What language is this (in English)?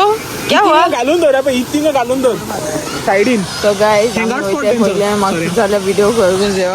Konkani